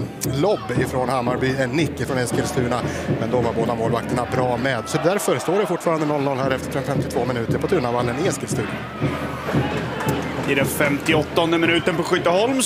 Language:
Swedish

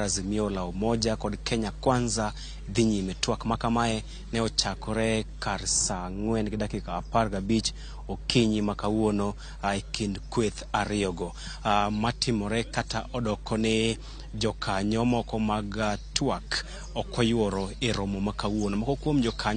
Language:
Luo (Kenya and Tanzania)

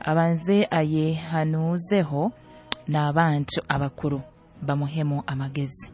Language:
Nyoro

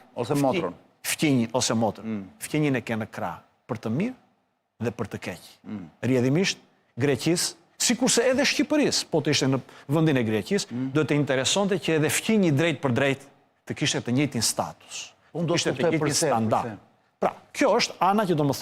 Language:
Albanian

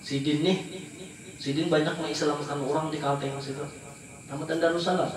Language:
Banjar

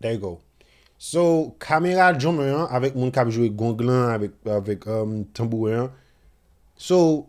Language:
Haitian Creole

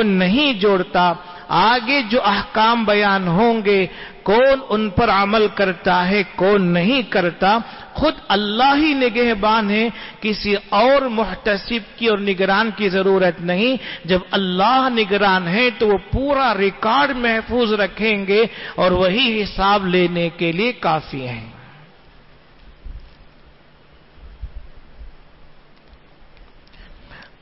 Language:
Urdu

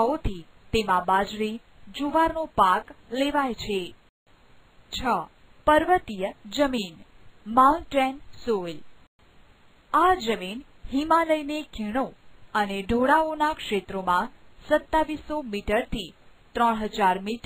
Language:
Gujarati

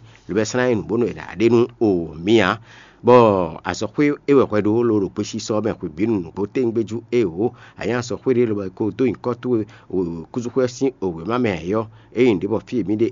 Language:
Fon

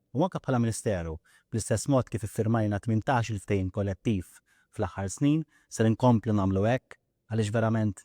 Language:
Maltese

